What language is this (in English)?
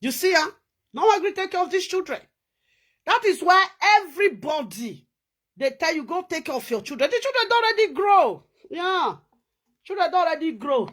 Nigerian Pidgin